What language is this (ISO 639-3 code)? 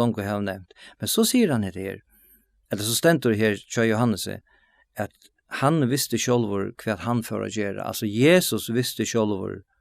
fao